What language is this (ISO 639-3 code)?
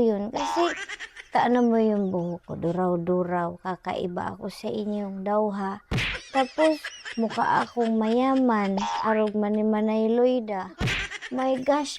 bik